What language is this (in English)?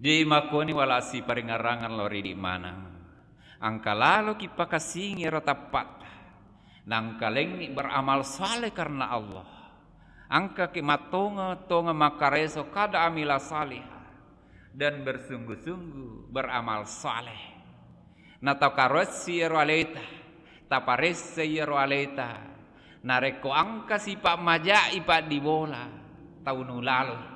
Buginese